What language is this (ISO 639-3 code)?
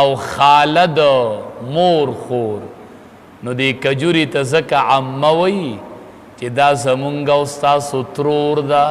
pus